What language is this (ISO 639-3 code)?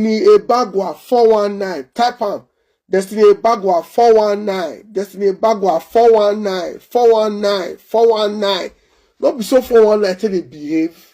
pcm